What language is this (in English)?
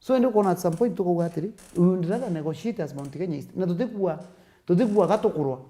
Meru